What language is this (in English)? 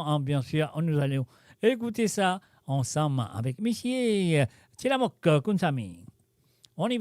Morisyen